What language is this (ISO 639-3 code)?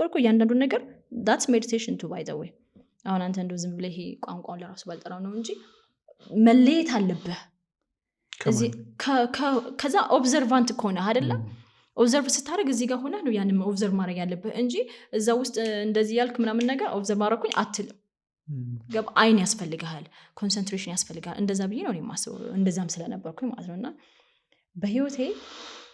amh